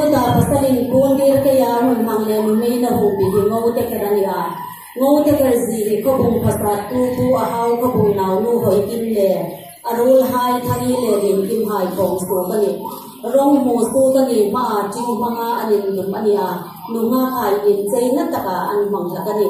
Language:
Hmar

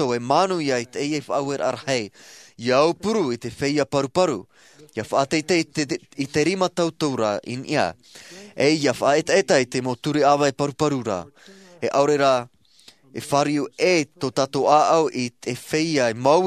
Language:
Tahitian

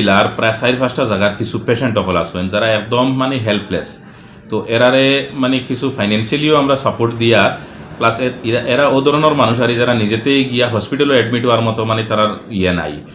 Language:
Sylheti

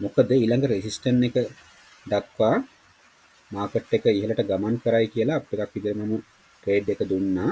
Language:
Sinhala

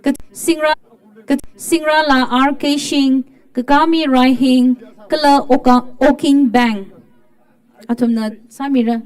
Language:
Tangkhul Naga (India)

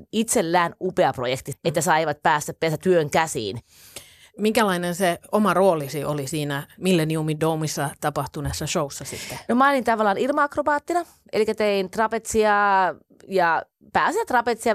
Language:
Finnish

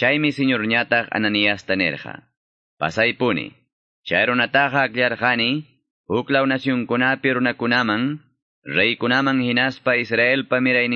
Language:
Quechua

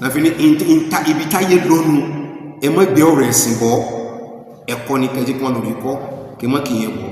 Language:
Yoruba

